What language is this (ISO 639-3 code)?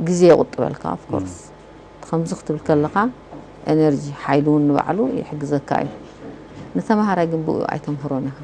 tir